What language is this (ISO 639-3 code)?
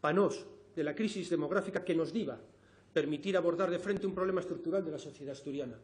ast